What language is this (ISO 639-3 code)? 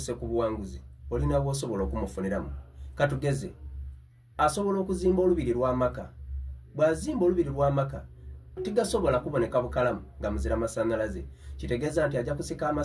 xog